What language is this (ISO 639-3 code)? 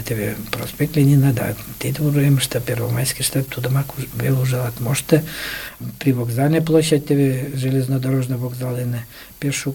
chm